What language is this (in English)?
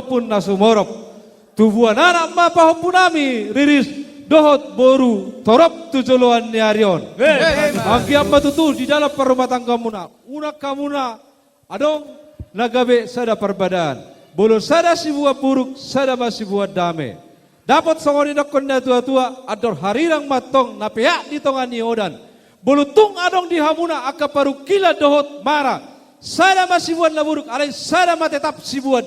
Batak Toba